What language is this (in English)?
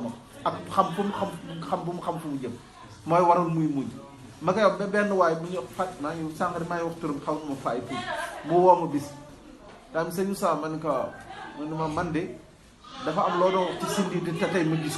Wolof